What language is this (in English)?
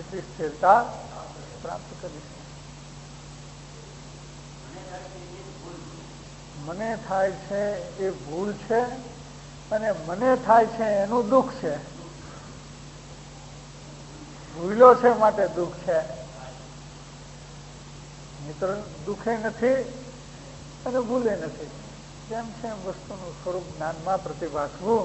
Gujarati